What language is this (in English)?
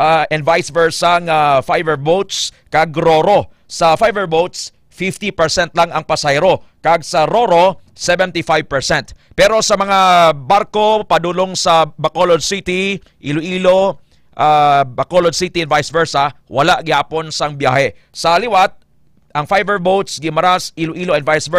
Hiligaynon